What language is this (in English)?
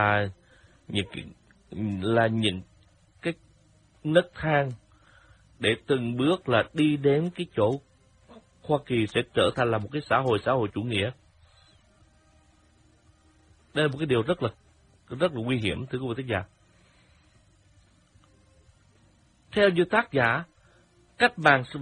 Vietnamese